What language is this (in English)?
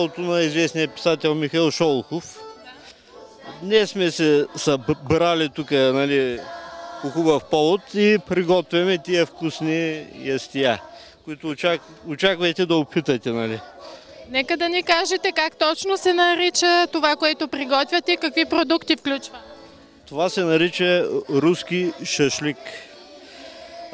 Bulgarian